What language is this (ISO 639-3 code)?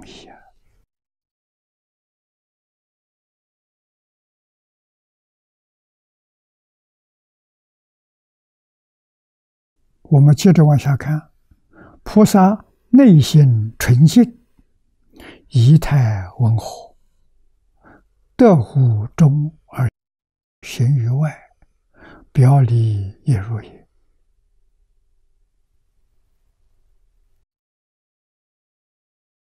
zho